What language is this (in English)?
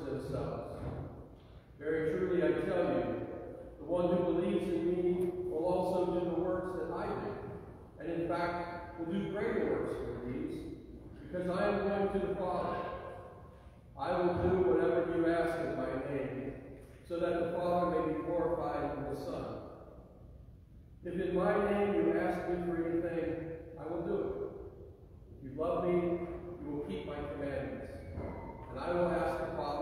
English